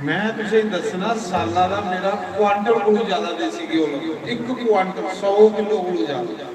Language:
Dogri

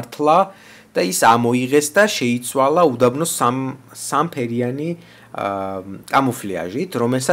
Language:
Georgian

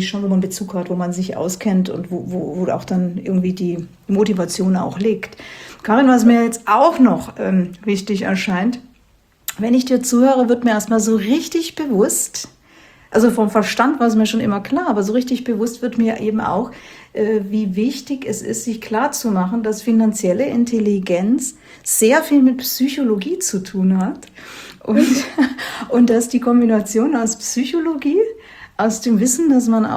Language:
German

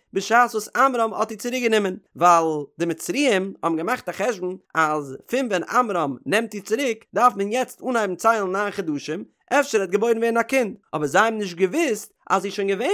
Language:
Yiddish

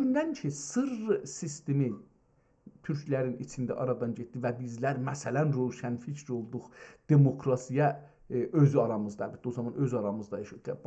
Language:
South Azerbaijani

